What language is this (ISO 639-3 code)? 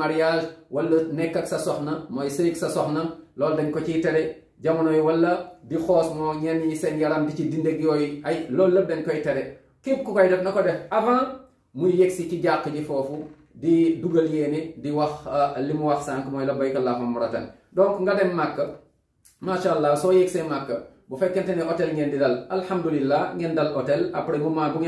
wol